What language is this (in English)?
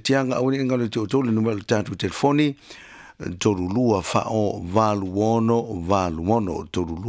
Samoan